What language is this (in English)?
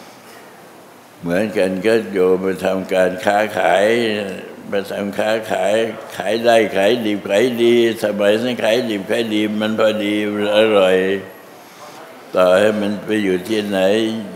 Thai